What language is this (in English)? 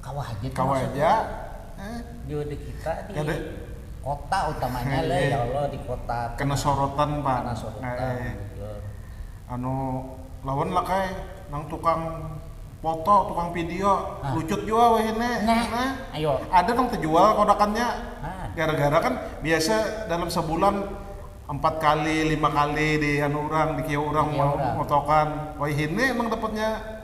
Banjar